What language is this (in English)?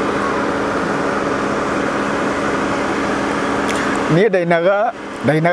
Kikuyu